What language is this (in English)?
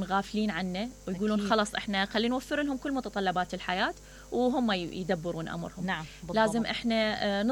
Mesopotamian Arabic